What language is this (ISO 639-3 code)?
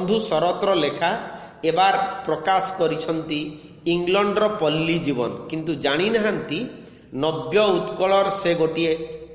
ori